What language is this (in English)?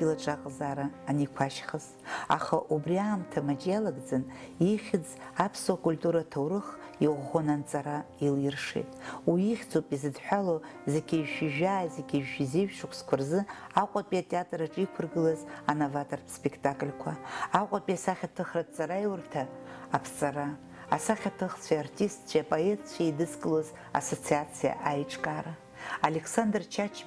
Abkhazian